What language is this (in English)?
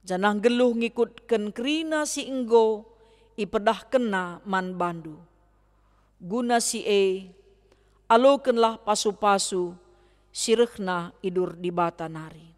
Batak Karo